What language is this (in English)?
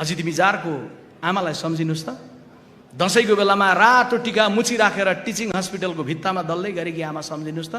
Nepali